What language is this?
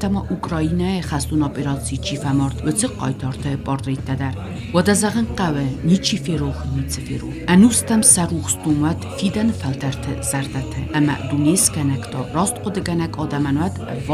Ossetic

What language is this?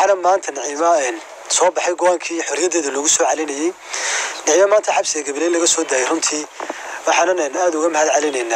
Somali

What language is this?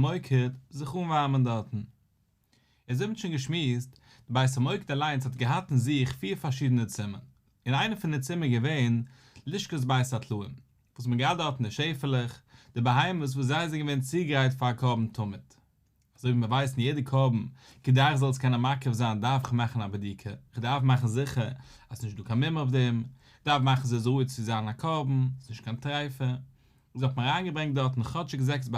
Yiddish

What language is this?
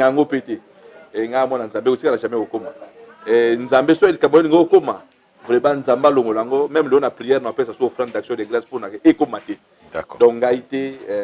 Lingala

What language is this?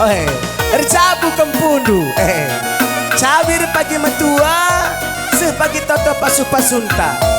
Batak Karo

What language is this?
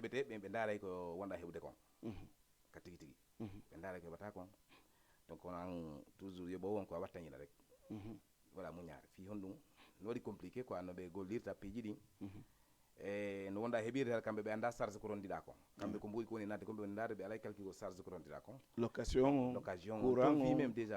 Fula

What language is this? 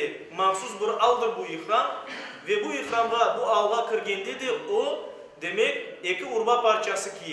Crimean Tatar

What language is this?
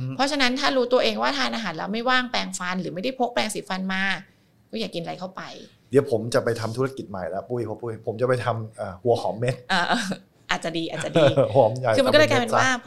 Thai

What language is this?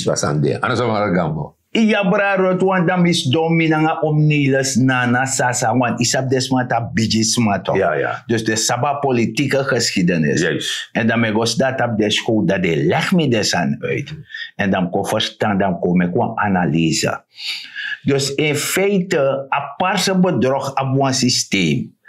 Sranan Tongo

